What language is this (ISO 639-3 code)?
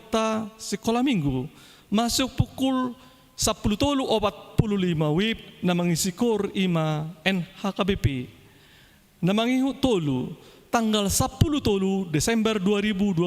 bbc